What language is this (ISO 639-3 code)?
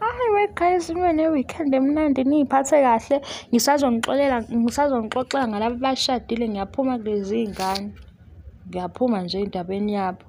zul